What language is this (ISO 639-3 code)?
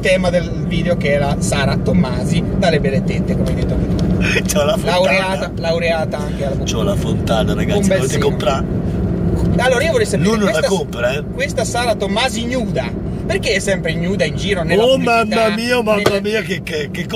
ita